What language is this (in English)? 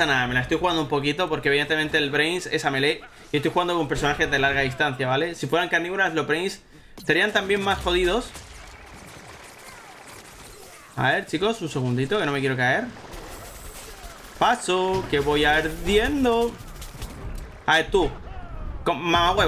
Spanish